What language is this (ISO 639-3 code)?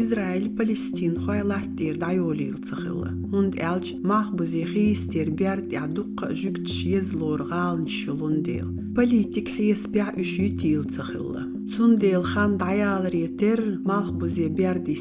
che